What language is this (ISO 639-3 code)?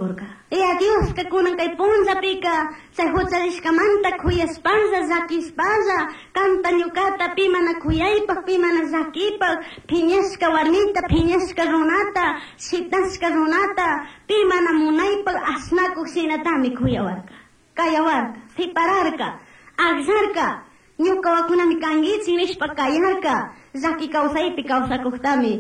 qug